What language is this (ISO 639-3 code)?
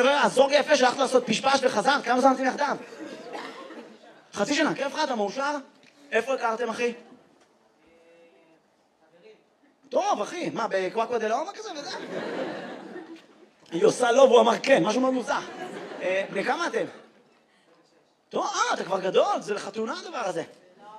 heb